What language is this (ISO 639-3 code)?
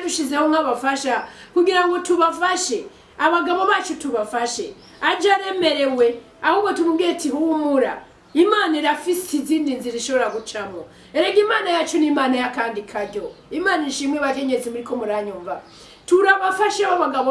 run